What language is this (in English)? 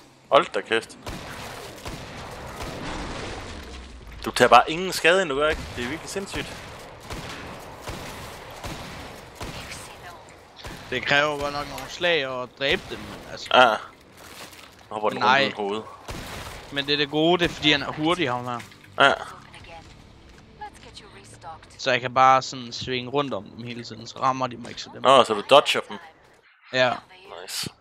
Danish